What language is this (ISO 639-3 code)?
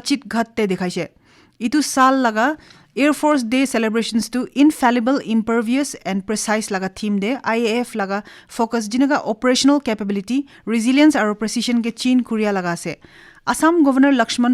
nag